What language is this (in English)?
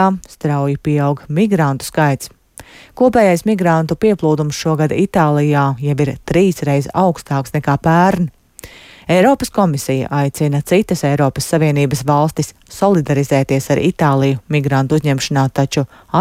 Latvian